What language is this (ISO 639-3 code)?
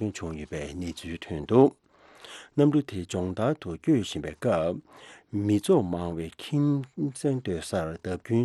bod